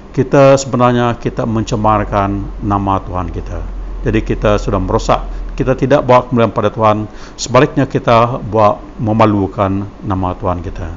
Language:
Malay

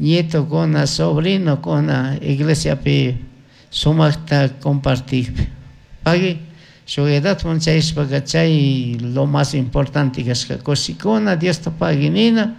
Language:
Chimborazo Highland Quichua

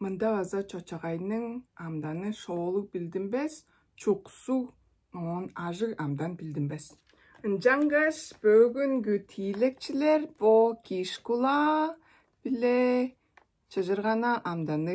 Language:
Tuvinian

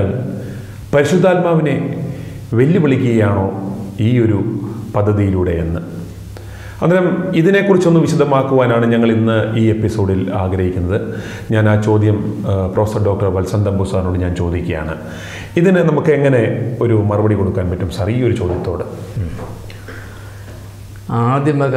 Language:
Malayalam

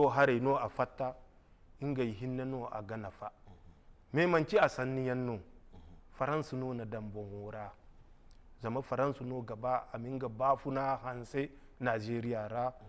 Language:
Zarma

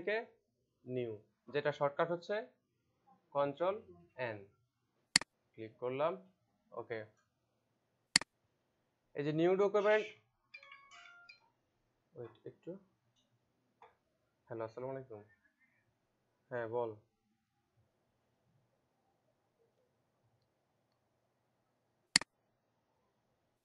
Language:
Bangla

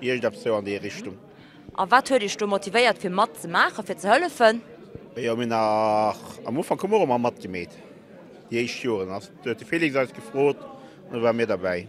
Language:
Luxembourgish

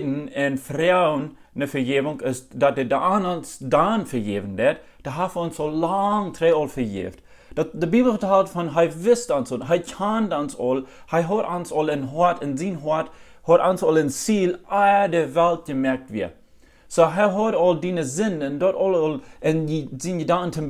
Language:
Plautdietsch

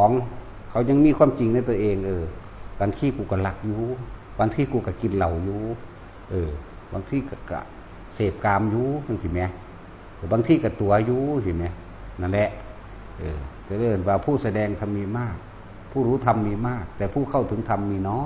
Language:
Northeastern Thai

